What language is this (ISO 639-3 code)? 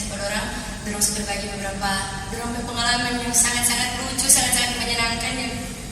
xmm